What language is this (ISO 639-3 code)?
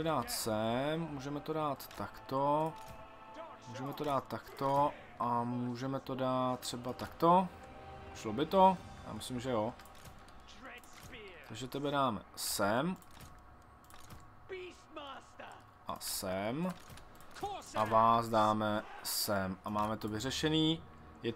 ces